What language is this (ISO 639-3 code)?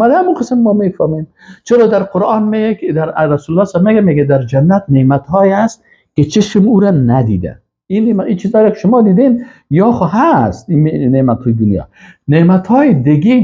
fas